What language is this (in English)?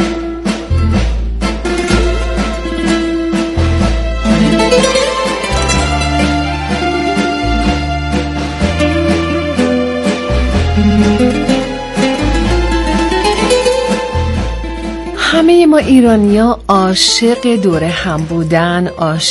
Persian